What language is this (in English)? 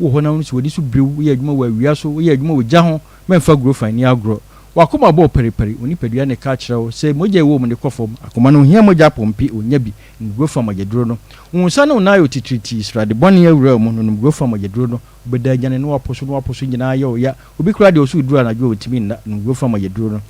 Akan